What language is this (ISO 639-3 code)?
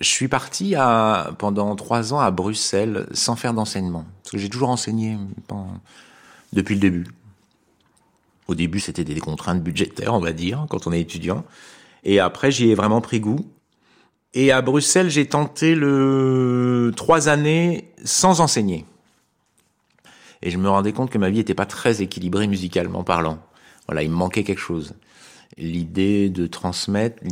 fra